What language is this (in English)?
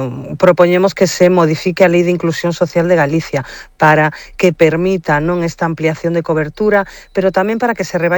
Galician